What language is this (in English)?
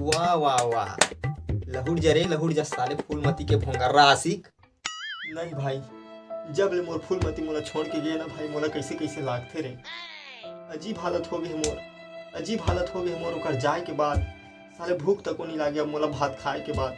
Chhattisgarhi